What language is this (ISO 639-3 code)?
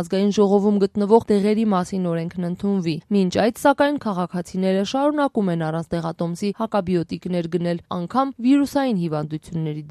hye